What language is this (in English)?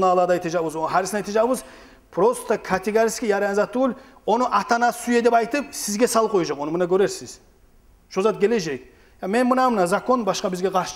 Kumyk